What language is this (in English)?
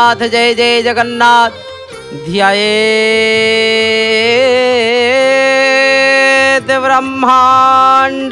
Odia